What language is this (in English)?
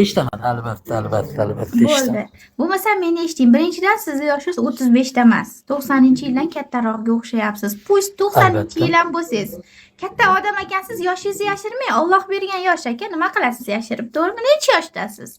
Uzbek